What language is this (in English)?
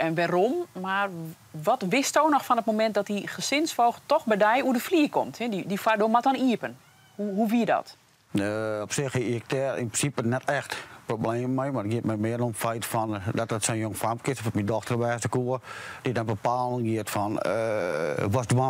Western Frisian